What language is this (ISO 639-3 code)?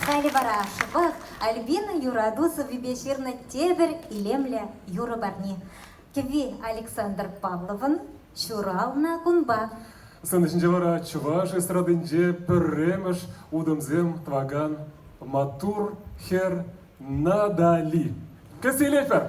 chv